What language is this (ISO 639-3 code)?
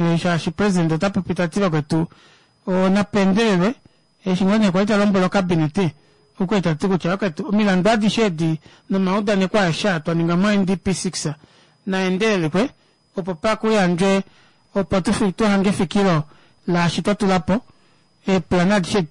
kua